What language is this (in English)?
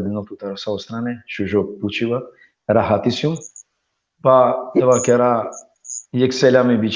Balkan Romani